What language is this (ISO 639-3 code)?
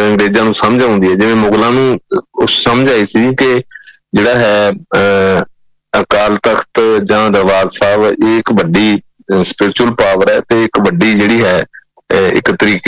pan